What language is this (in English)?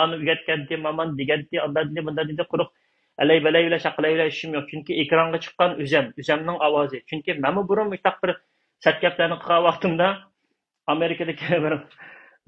Uyghur